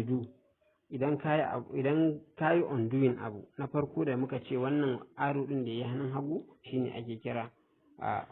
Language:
Hausa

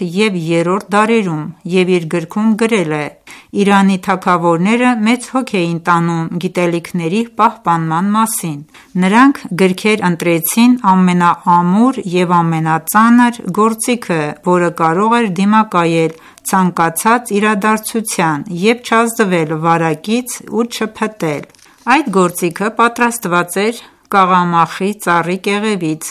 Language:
Armenian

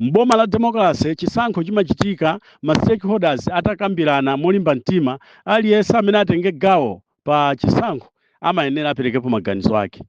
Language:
Nyanja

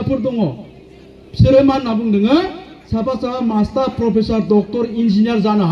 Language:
Bodo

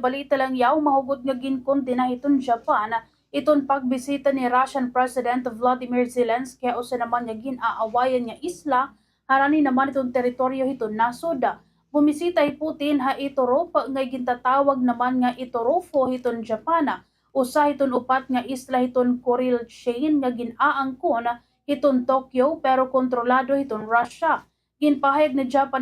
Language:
Waray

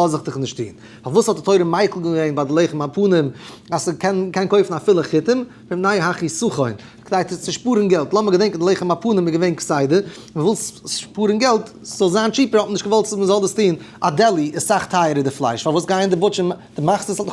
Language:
Yiddish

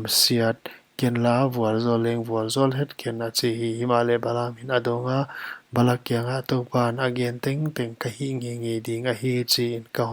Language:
Paite Chin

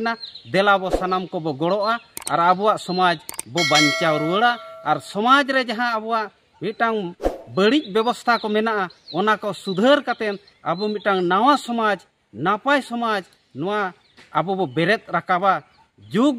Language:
Santali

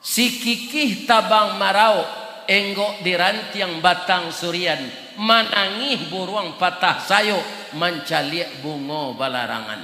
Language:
Minangkabau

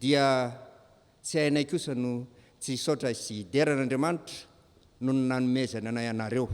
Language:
Malagasy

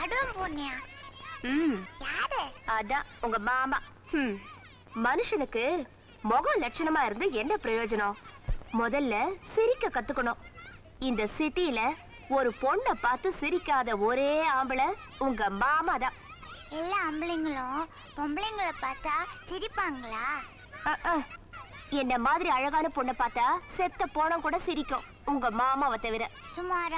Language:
Tamil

